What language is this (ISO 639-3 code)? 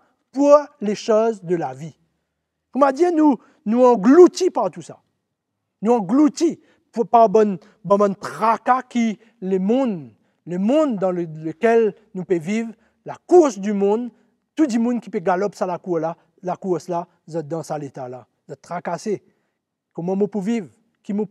mfe